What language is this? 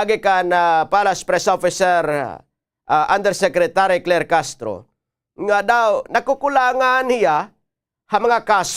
Waray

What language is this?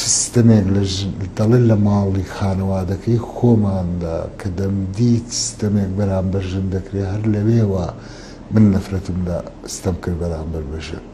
Central Kurdish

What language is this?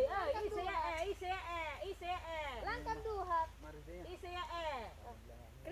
Batak Karo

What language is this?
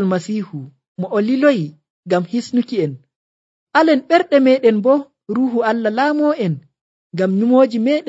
Nigerian Fulfulde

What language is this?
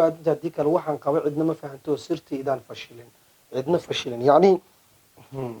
Somali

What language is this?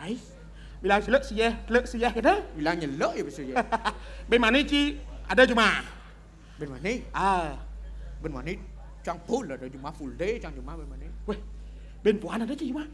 Balinese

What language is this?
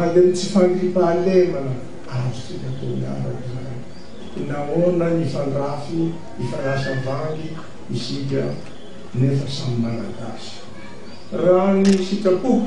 Malagasy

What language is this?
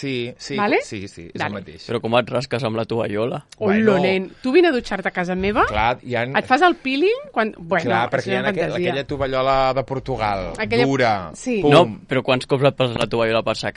Catalan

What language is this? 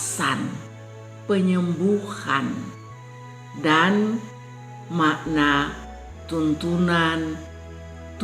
Kupang Malay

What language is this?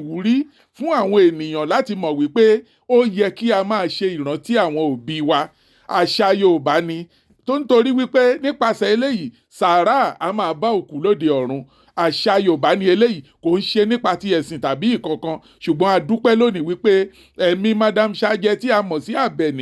Yoruba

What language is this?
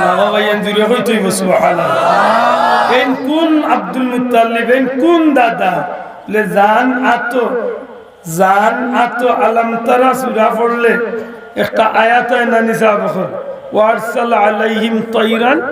Sylheti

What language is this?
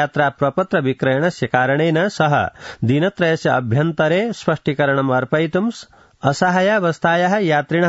Sanskrit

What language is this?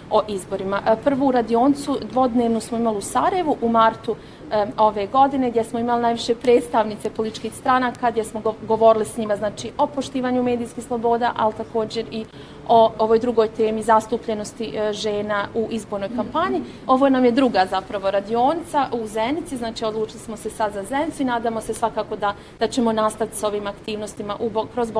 Bosnian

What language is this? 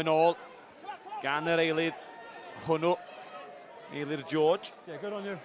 Welsh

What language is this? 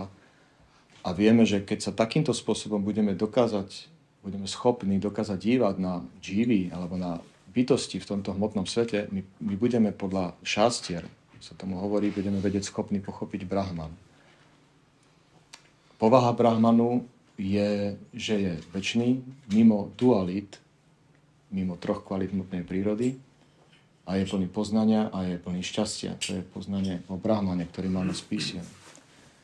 Slovak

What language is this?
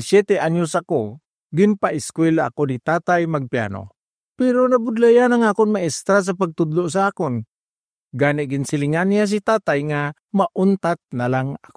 Hiligaynon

